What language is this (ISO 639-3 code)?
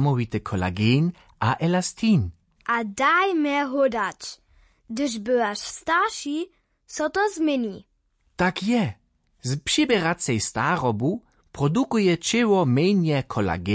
hsb